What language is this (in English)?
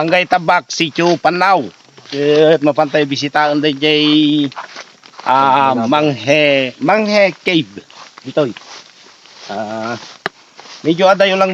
Iloko